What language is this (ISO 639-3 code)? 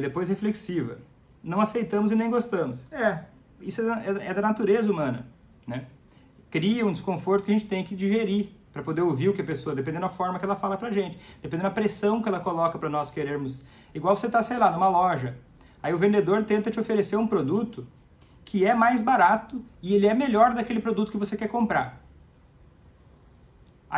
por